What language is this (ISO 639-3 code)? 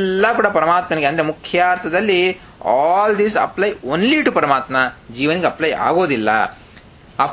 kan